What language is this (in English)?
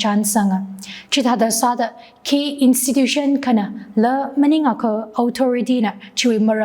Tangkhul Naga (India)